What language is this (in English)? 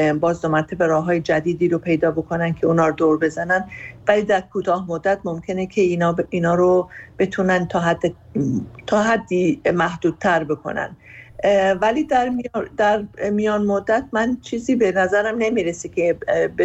Persian